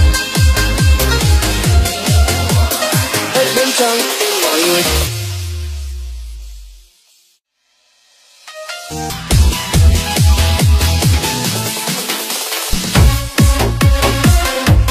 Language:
Vietnamese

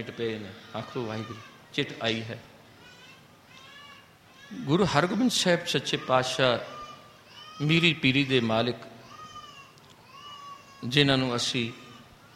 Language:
Punjabi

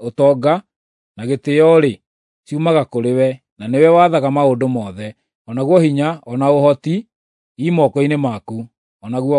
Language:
Kikuyu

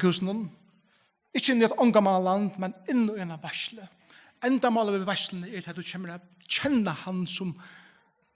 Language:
Faroese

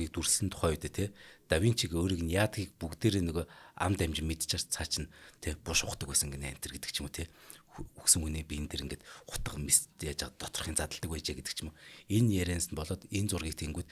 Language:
Mongolian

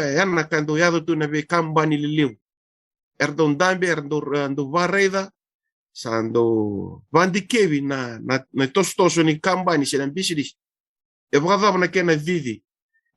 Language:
Fijian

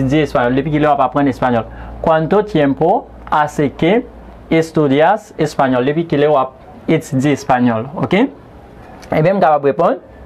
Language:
Haitian Creole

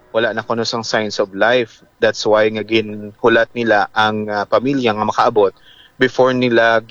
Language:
Hiligaynon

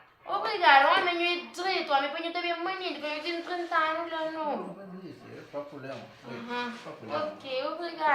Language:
Kabuverdianu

